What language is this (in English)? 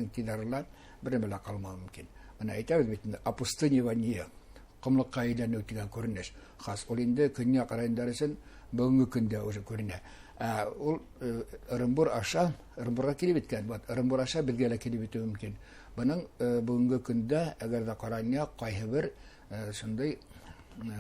Bashkir